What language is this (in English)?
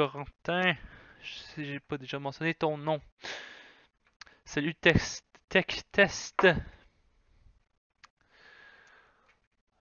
French